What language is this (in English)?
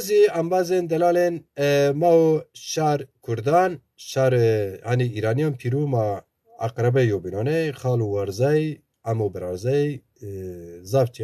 Zaza